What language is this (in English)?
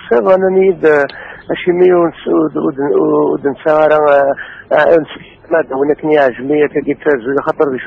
Kabyle